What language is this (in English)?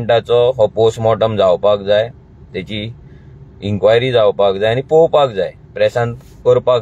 Konkani